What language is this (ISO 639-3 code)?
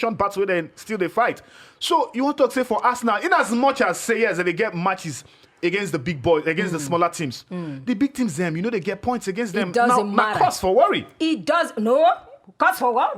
pcm